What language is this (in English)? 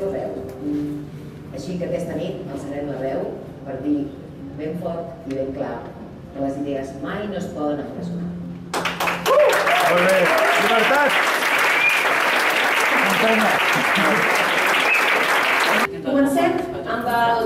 Catalan